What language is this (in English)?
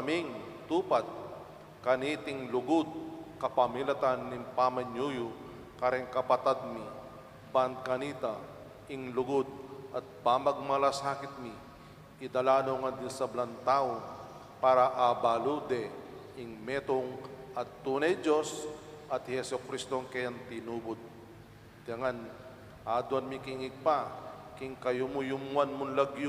Pampanga